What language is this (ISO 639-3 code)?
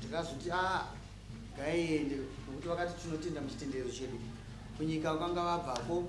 sna